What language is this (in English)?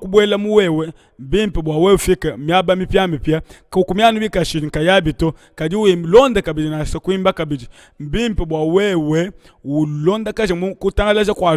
Luba-Lulua